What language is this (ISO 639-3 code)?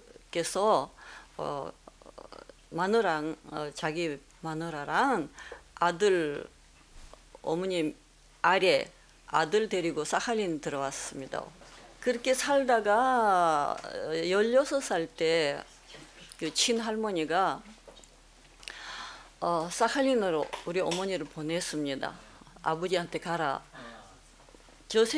kor